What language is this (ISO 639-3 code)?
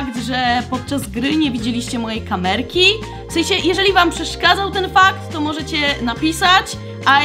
pol